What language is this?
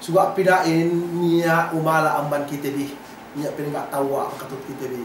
Yakan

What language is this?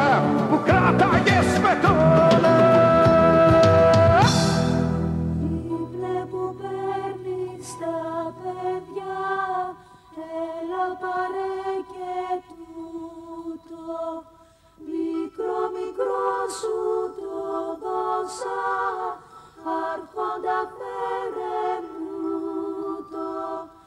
Greek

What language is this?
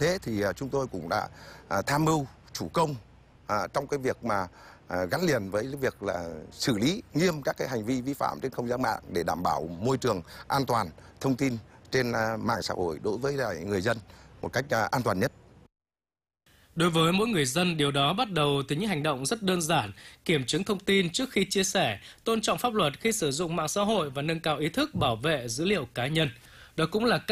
Vietnamese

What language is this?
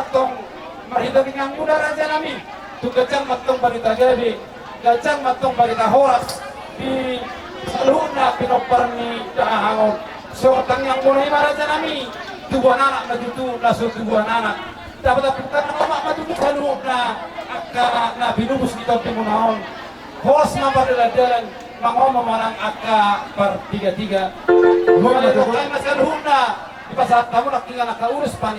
Batak Toba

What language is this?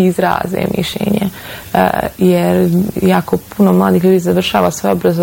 Bosnian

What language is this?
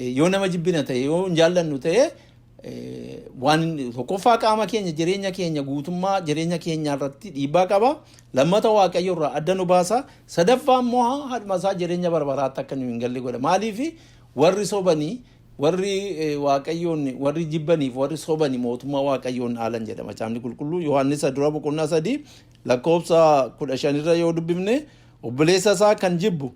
Oromo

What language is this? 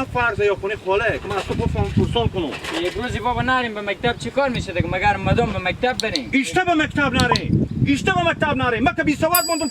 Hazaragi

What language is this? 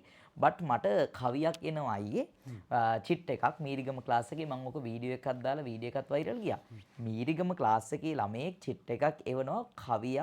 Sinhala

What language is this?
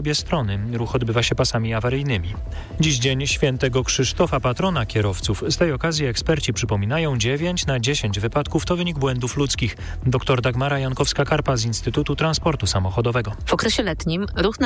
Polish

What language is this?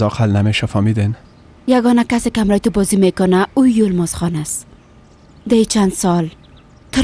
Persian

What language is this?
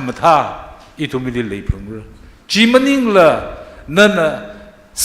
Tangkhul Naga (India)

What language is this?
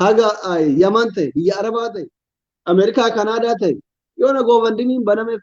Oromo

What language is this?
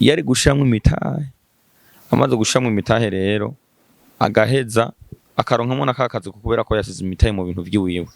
Rundi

